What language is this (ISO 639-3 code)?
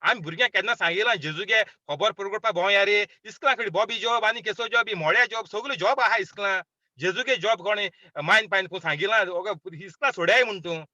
kok